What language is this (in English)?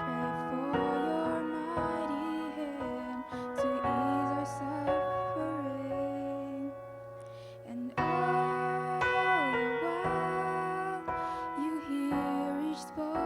Hakha Chin